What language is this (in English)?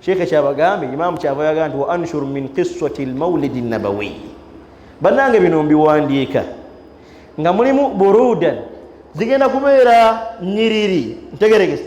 Ganda